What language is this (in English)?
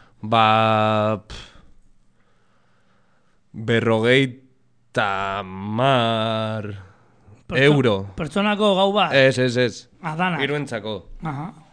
Basque